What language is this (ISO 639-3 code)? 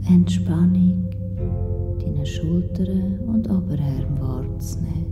gsw